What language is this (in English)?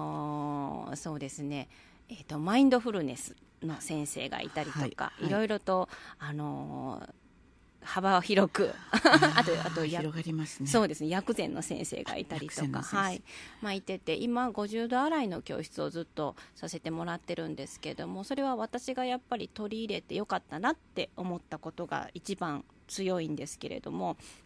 Japanese